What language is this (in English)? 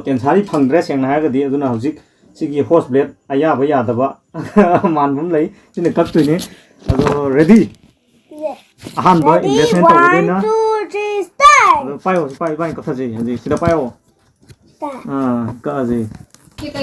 Manipuri